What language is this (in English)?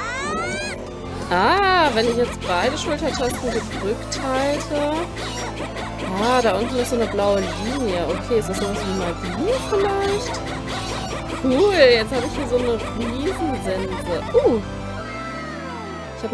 German